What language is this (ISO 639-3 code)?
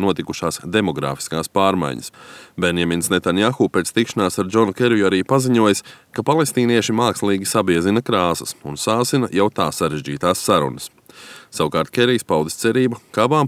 lav